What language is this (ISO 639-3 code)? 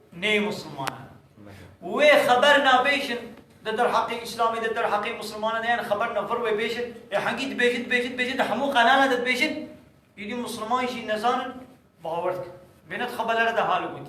kur